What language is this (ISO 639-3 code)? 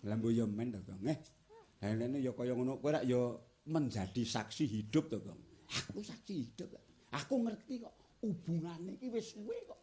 jav